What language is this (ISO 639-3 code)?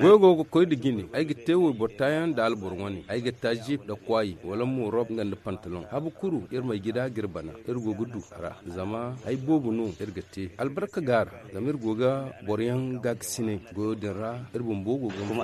dje